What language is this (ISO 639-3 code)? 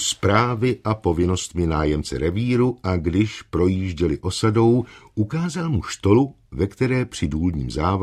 ces